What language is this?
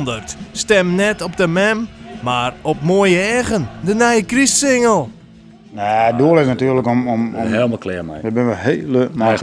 Western Frisian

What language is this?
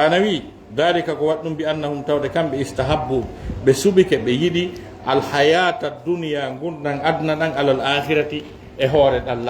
Fula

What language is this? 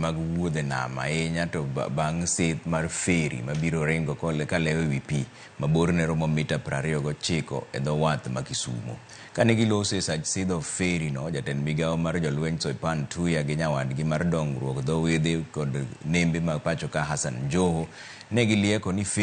Luo (Kenya and Tanzania)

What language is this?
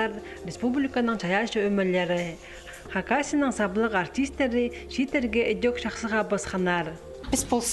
Khakas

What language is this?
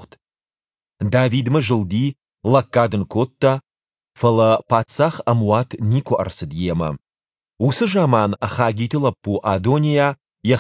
Ossetic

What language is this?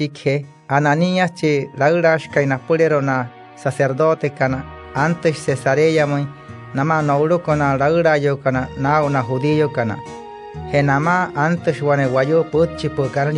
Wayuu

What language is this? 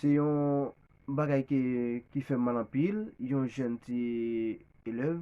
Haitian Creole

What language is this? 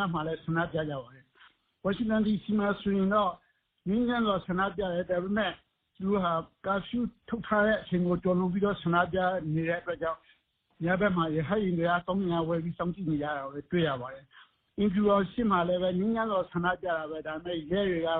Burmese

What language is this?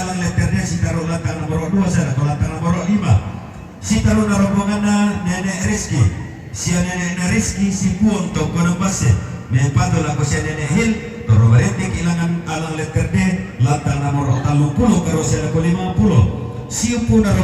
Toraja-Sa'dan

